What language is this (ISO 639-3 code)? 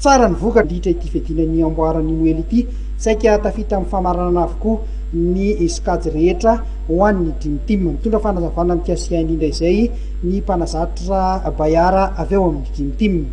mlg